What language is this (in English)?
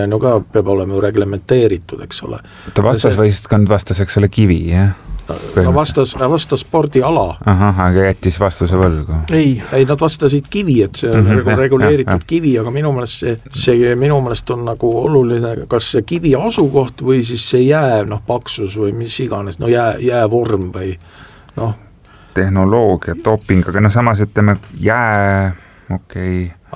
Estonian